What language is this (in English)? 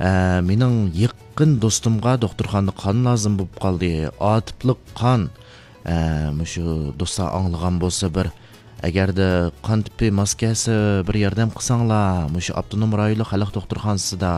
Uyghur